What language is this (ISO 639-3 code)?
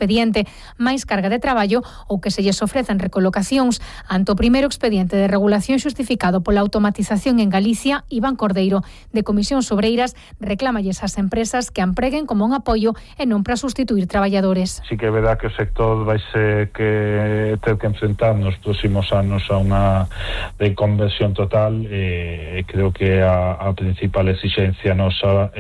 glg